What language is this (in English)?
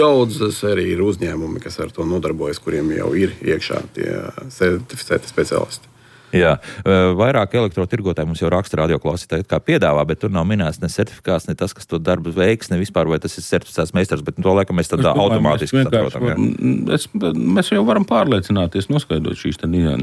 Latvian